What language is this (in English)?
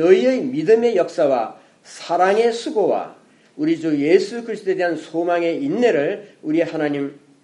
Korean